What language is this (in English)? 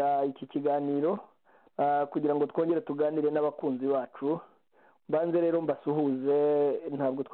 Kinyarwanda